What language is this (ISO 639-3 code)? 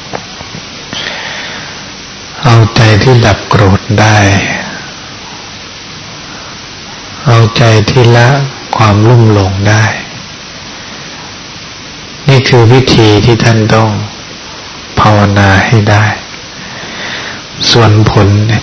tha